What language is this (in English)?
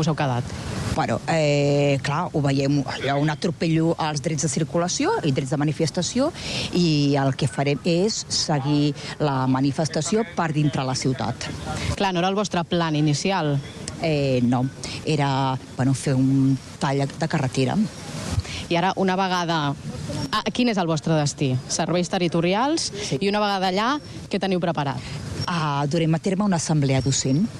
Catalan